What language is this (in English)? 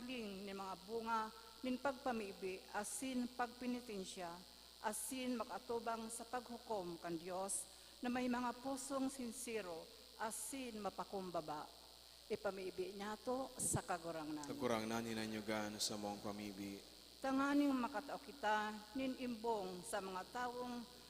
Bikol